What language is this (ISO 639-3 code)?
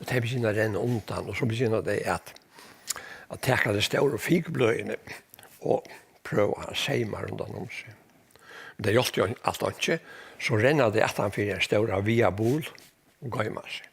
fao